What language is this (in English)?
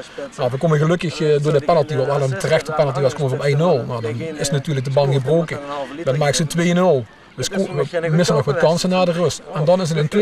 Limburgish